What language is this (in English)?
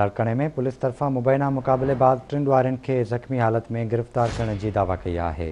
Sindhi